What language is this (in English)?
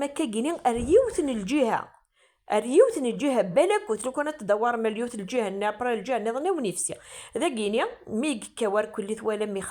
Kabyle